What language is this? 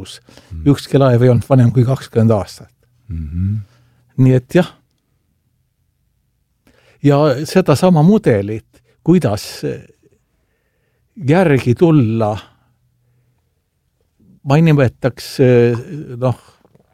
Estonian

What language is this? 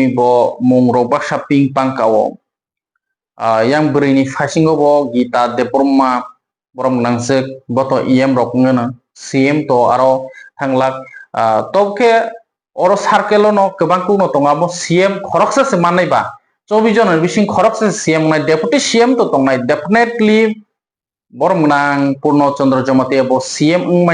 Kok Borok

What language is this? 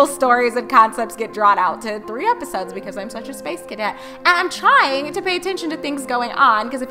English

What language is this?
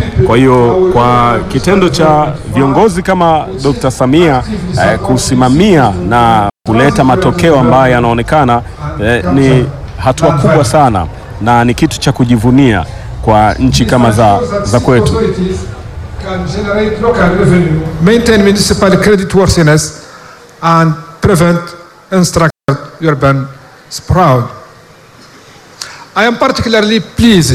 Swahili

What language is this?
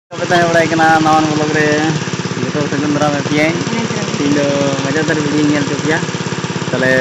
Santali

